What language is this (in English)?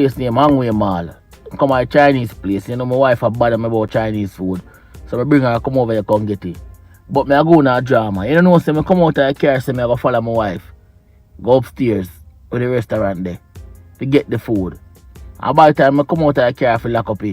Jamaican Creole English